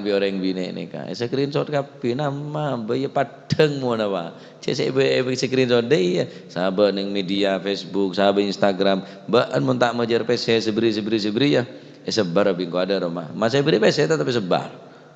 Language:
Madurese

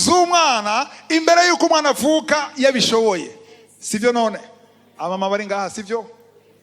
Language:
Rundi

